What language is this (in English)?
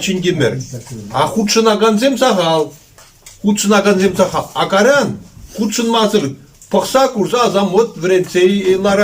Chuvash